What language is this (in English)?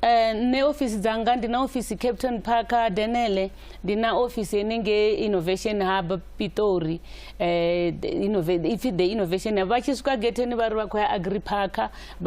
Venda